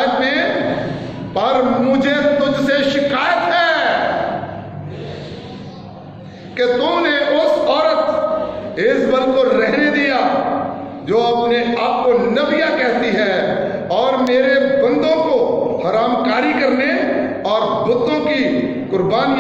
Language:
Urdu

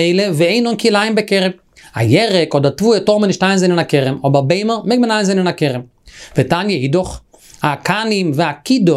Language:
Yiddish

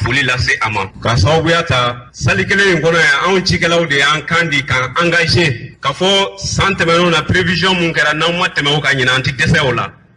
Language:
Bambara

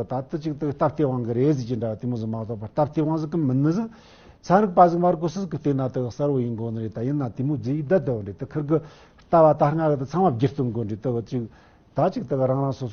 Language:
Tibetan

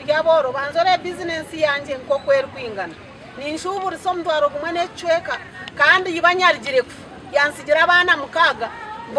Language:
Nyankole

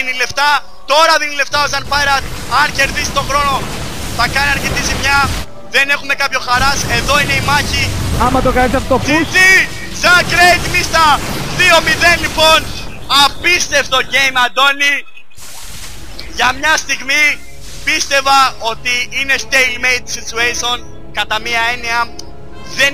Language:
Greek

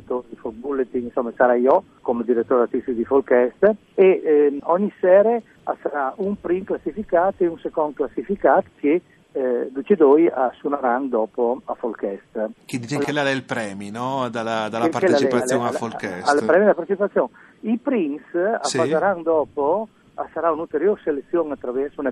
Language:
Friulian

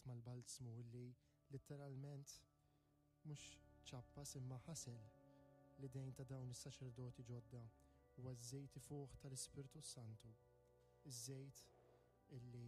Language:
Maltese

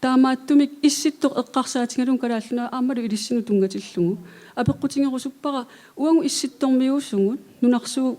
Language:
Kalaallisut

